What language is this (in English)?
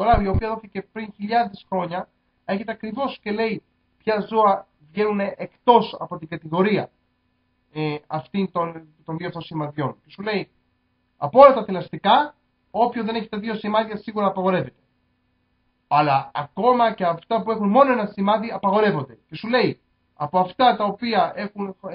Greek